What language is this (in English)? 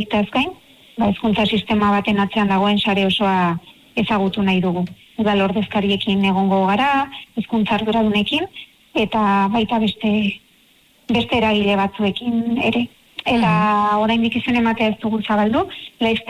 Basque